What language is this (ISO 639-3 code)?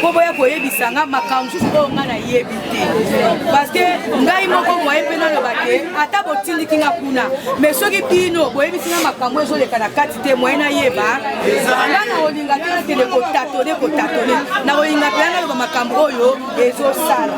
lin